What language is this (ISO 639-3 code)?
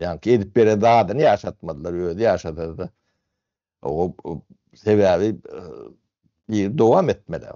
tuk